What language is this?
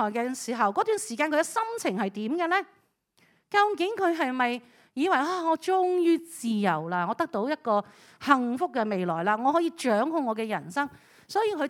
Cantonese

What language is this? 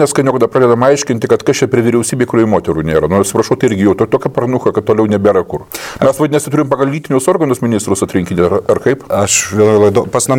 Lithuanian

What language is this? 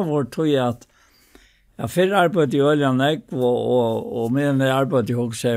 Faroese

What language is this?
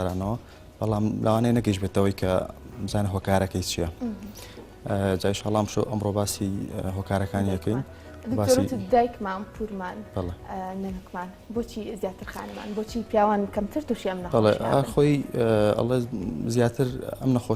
Central Kurdish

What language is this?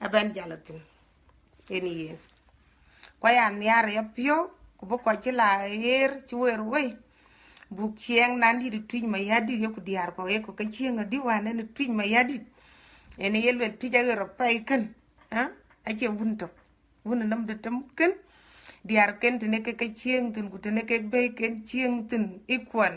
Dinka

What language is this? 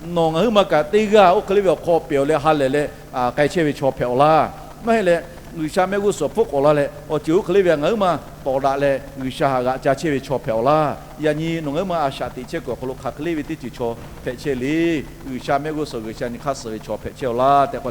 Lahu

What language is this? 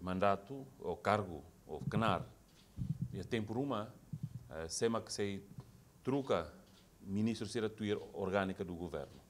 Tetum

